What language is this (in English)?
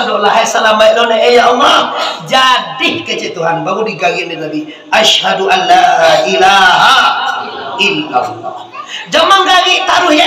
Minangkabau